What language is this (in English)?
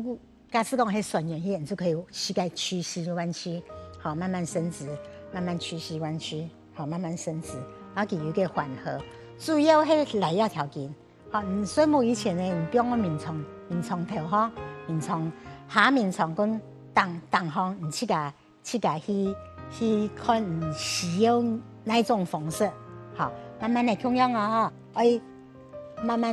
Hakka Chinese